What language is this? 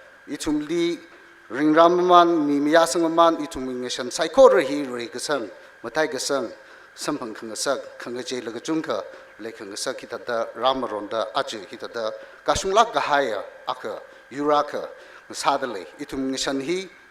Tangkhul Naga (India)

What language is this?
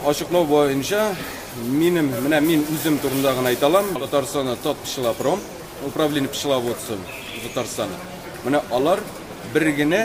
Tatar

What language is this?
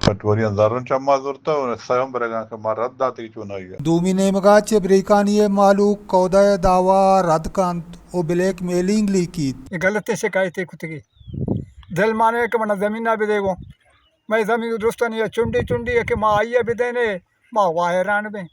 Baluchi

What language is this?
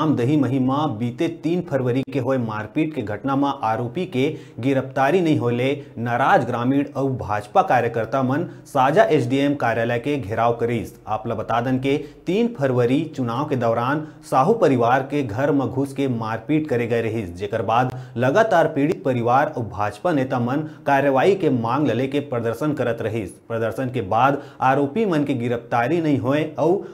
Chhattisgarhi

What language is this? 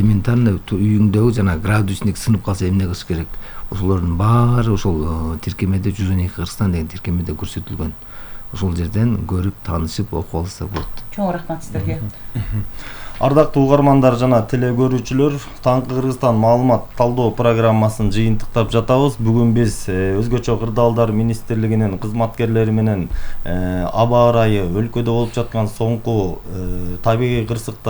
Kyrgyz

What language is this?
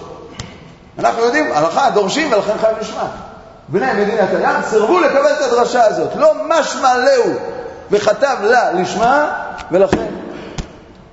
Hebrew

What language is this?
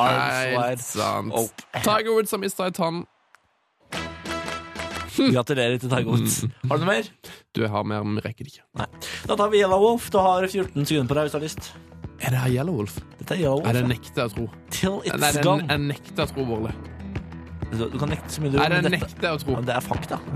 Norwegian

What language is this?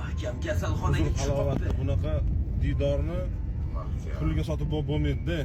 Uzbek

